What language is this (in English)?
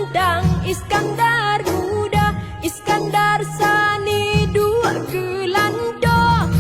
Achinese